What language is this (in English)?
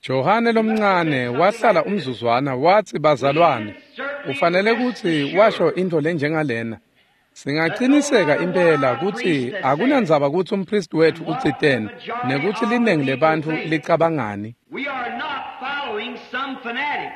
Swati